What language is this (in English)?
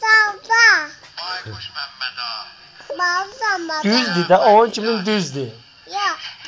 South Azerbaijani